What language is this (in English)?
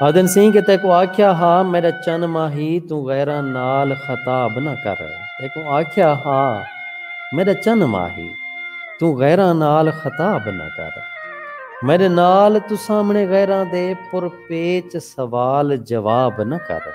Saraiki